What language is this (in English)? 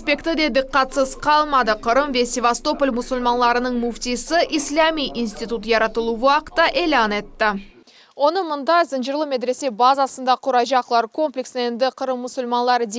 Crimean Tatar